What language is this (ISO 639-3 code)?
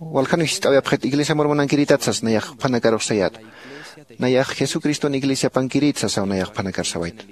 aym